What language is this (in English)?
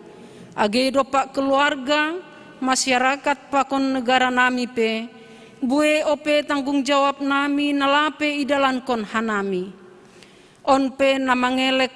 Batak Simalungun